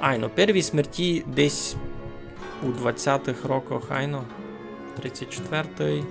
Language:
Rusyn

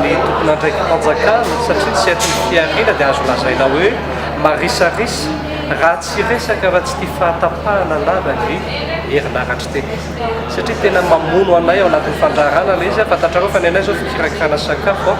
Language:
Malagasy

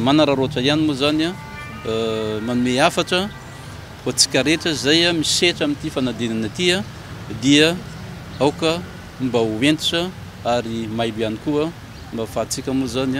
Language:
Malagasy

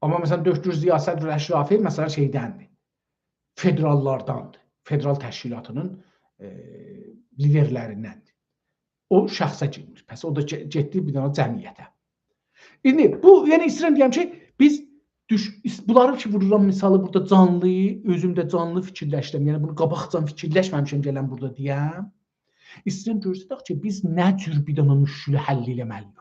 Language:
South Azerbaijani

